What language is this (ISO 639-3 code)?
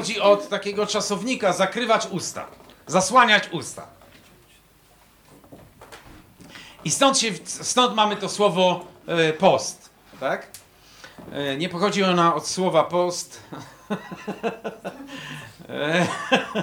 pol